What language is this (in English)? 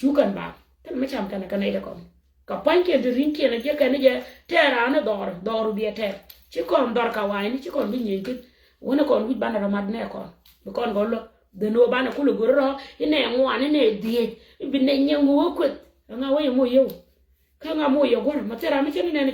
Nuer